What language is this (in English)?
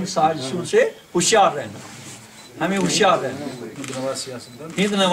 Urdu